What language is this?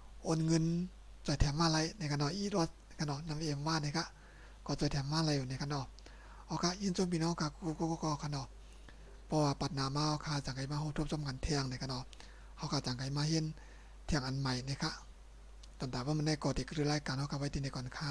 Shan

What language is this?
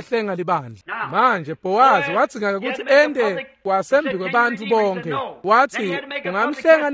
Swati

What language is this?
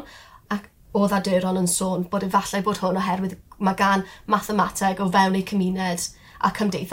Welsh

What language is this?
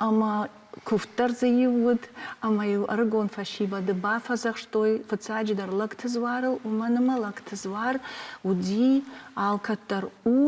Ossetic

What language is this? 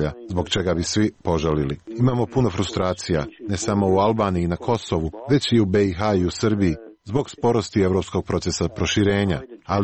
Serbian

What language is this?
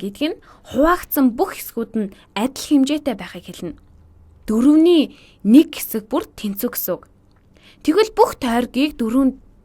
Mongolian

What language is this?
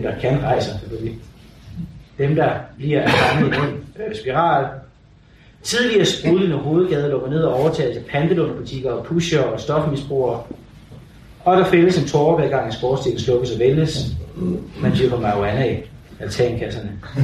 Danish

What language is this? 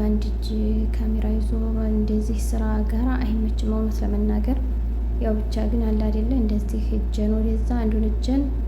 Amharic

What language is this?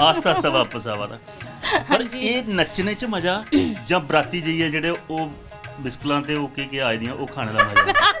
Dogri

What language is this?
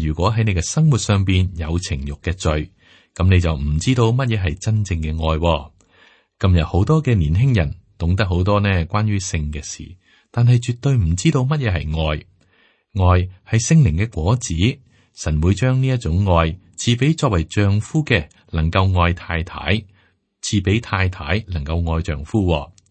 Cantonese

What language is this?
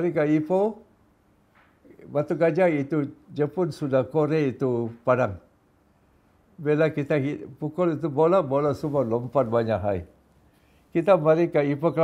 Malay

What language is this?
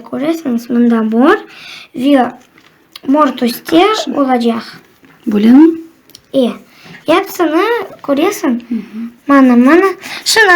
Crimean Tatar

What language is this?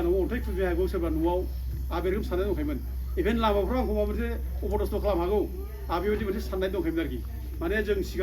Bodo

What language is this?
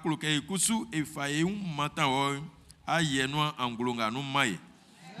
Baoulé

